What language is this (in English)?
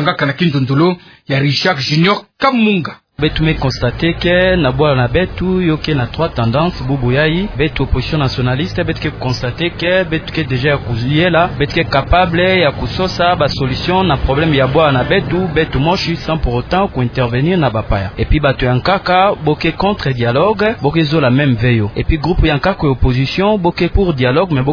Kituba (Democratic Republic of Congo)